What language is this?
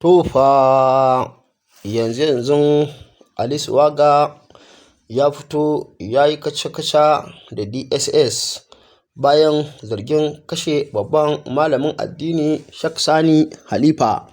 Hausa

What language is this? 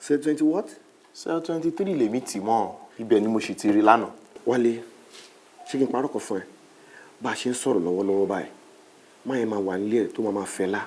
Yoruba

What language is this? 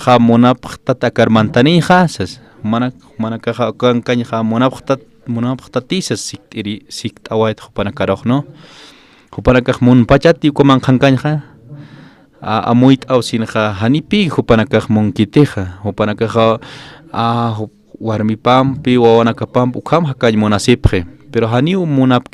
Aymara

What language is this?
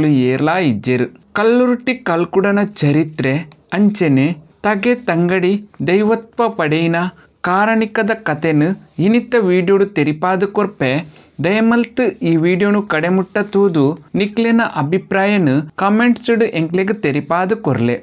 Tulu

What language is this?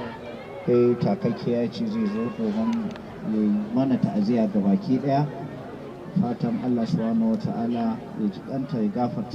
Hausa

